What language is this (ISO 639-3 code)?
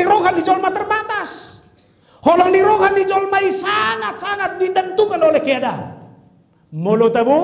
bbc